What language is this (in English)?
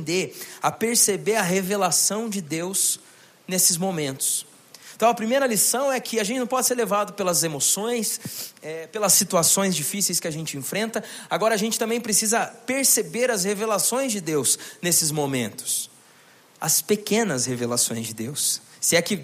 Portuguese